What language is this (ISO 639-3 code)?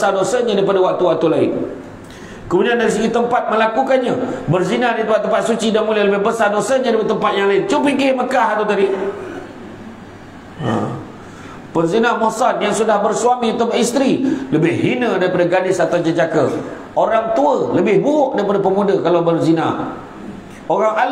msa